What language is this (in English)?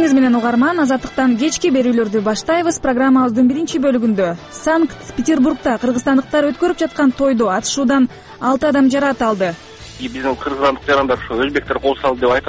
Kyrgyz